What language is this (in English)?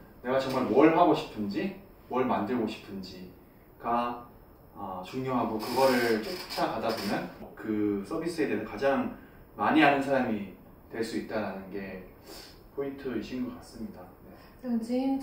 Korean